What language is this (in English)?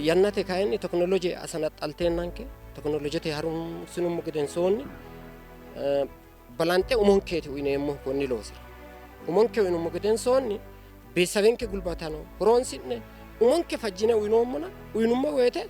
Sidamo